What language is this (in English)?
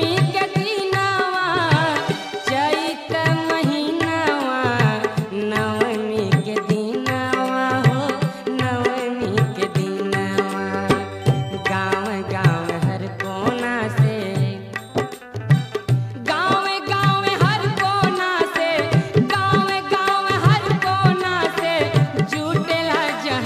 Bhojpuri